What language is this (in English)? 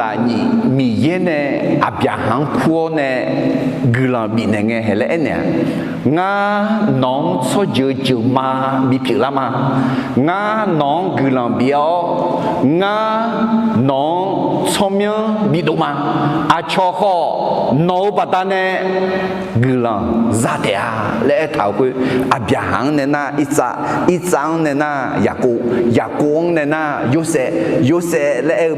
Akha